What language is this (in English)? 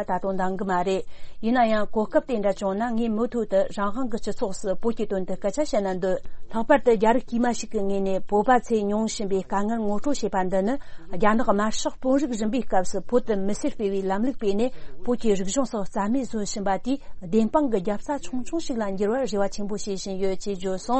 Tibetan